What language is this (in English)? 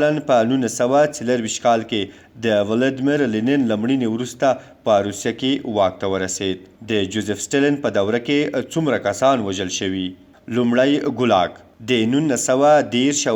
Pashto